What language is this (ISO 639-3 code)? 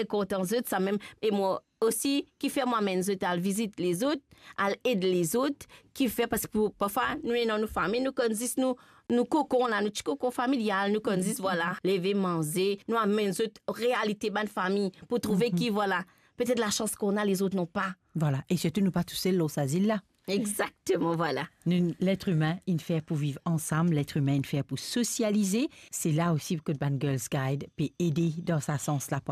mfe